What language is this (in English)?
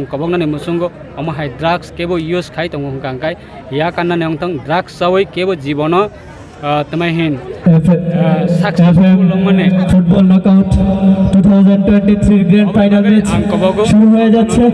Kok Borok